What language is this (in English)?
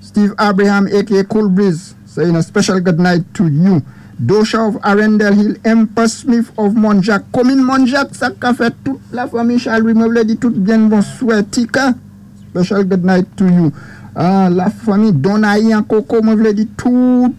Saint Lucian Creole French